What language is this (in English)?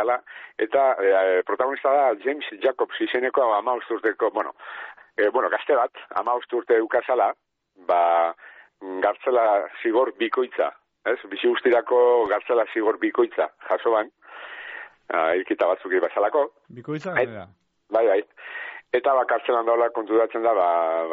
Basque